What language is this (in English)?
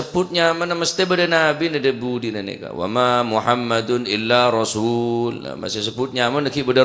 Madurese